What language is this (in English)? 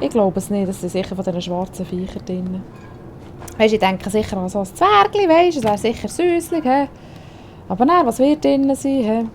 Swiss German